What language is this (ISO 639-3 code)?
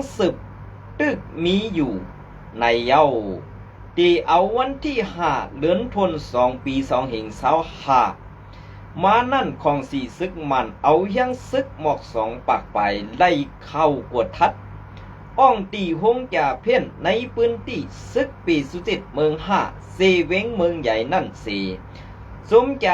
shn